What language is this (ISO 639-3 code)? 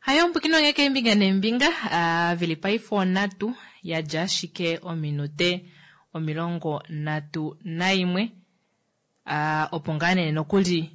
kua